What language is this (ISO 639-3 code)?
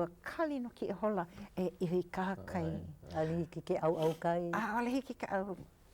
haw